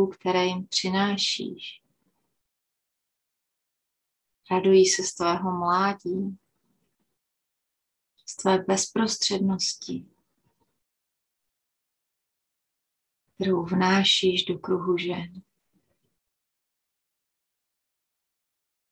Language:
Czech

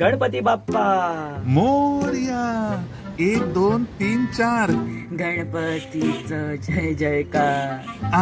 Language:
Konkani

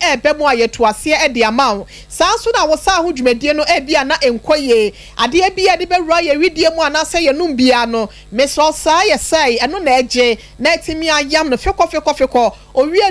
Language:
Akan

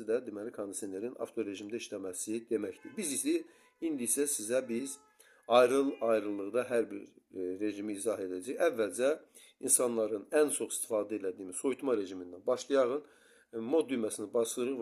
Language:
Azerbaijani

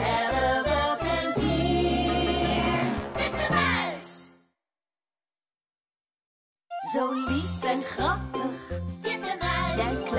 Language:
Dutch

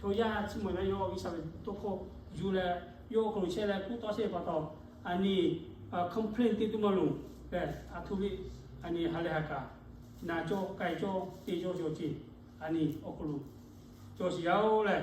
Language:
Lahu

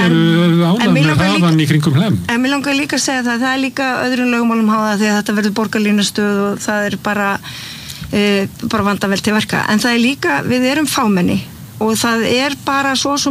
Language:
Icelandic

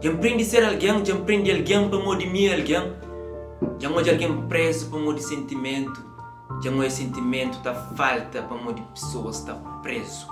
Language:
Kabuverdianu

